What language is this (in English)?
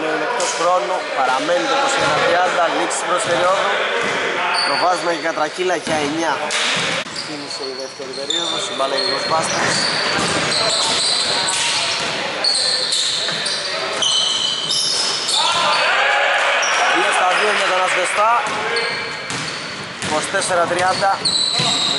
Greek